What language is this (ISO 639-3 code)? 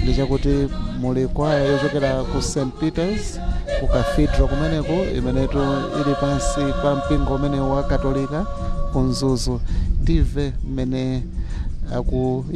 nya